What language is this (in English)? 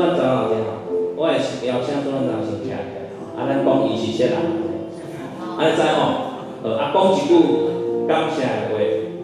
Min Nan Chinese